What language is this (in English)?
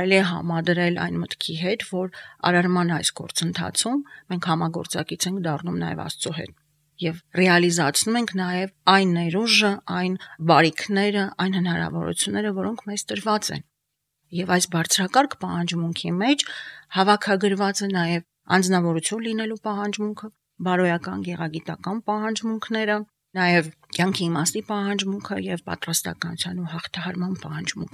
Armenian